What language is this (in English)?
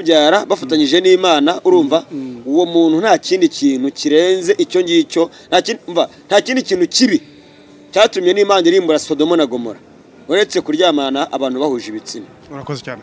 Kinyarwanda